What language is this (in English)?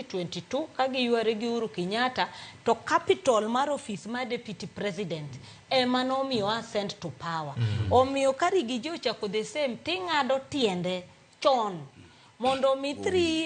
Luo (Kenya and Tanzania)